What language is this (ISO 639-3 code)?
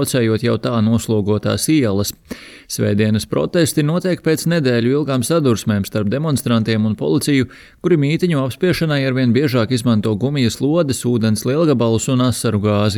lav